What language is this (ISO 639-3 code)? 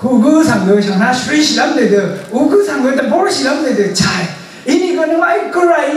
raw